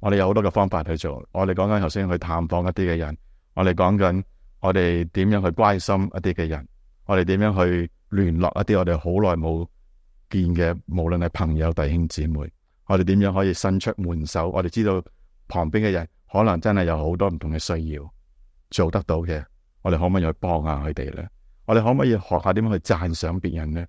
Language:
Cantonese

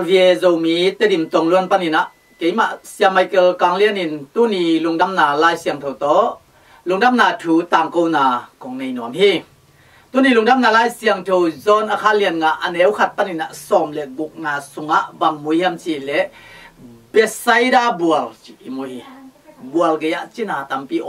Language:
Tedim Chin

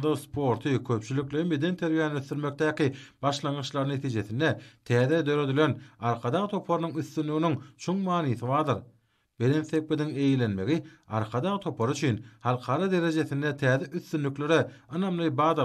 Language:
Turkmen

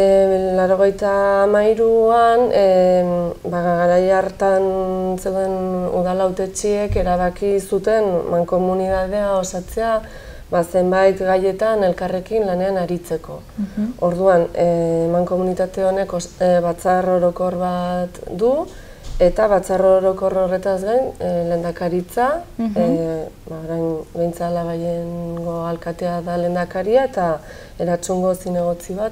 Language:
Basque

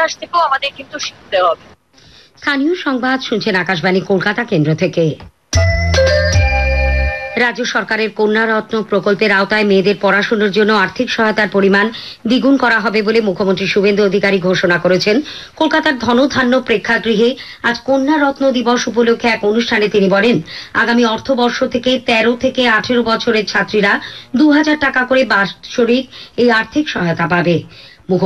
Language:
Bangla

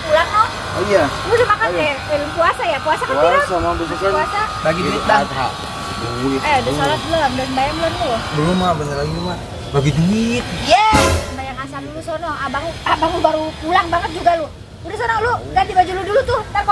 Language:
Betawi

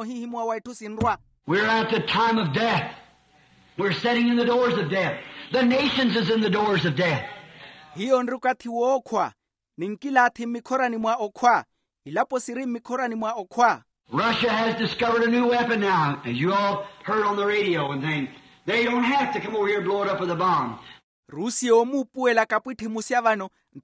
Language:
Makhuwa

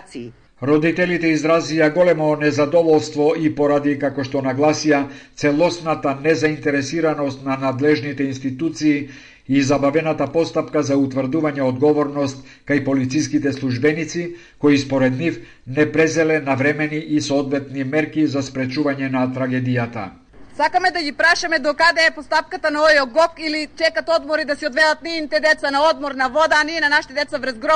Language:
Macedonian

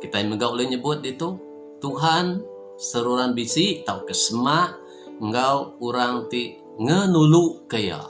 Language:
Iban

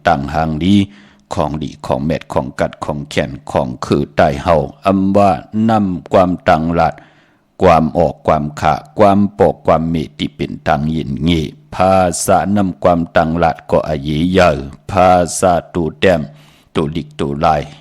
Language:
Shan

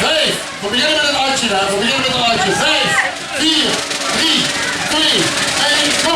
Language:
Limburgish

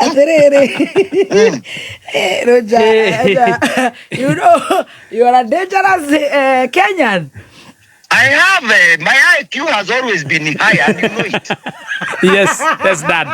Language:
Kikuyu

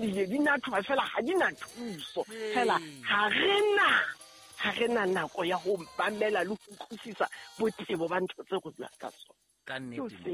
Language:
Southern Sotho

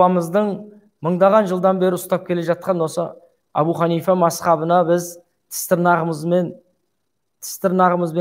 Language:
Kazakh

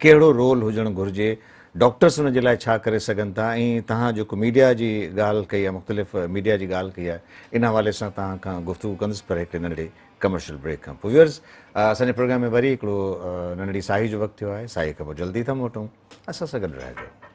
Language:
Sindhi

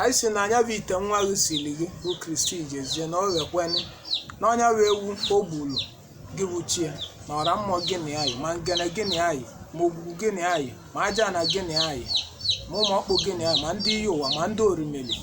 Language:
Igbo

